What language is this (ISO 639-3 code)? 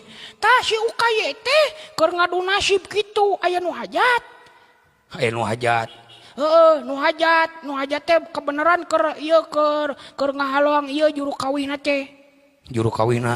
sun